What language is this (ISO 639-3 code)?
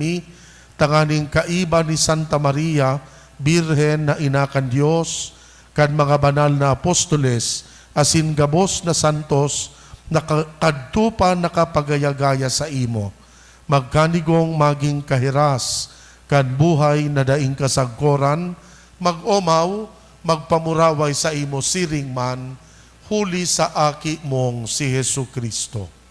bik